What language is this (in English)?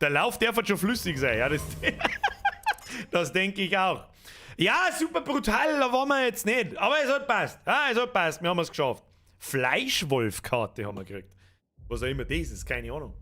Bavarian